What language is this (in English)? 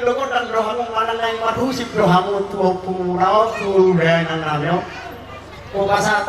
Batak Toba